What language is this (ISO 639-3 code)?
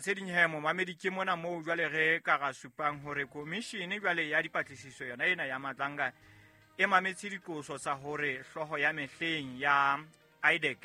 sot